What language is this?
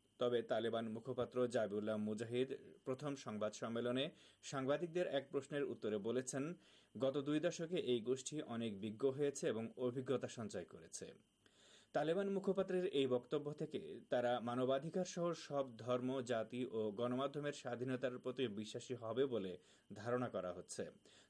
Bangla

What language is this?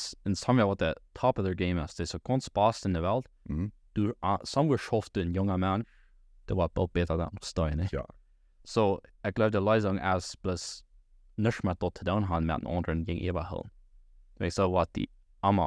Plautdietsch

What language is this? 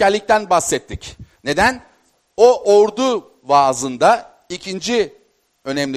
Turkish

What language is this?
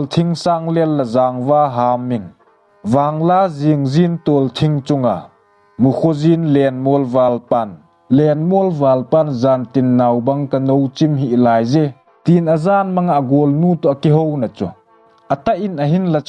Thado Chin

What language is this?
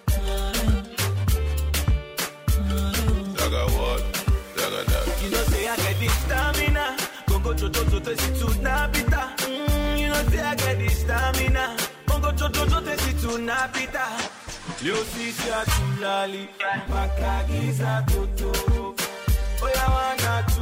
Swahili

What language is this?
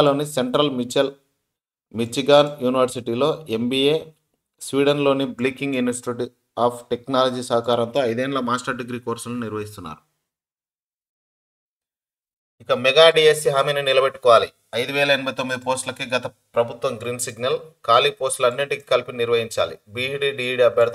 Telugu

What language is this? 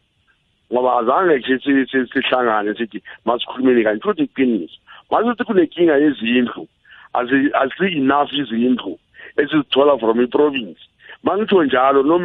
South Ndebele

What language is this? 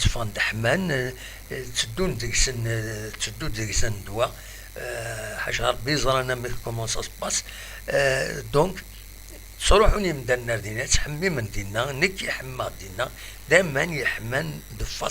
Kabyle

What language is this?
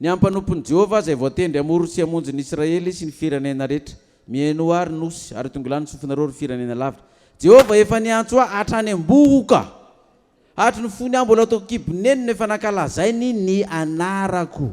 Malagasy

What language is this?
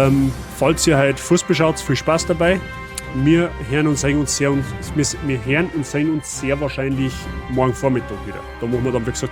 Bavarian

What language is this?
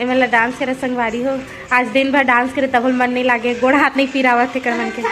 Chhattisgarhi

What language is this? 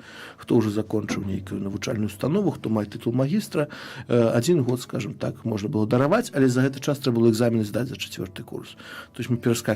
Belarusian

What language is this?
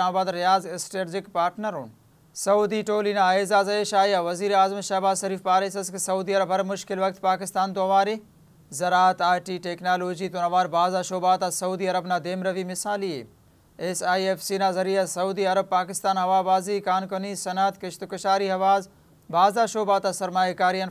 Brahui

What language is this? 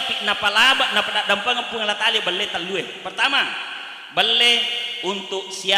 Buginese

